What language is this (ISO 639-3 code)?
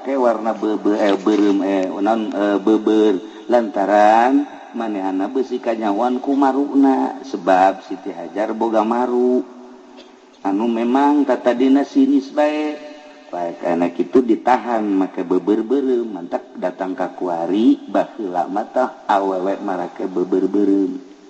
sun